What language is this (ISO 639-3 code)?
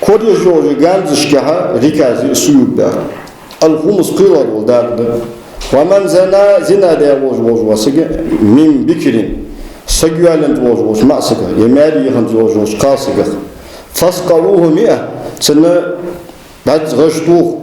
inh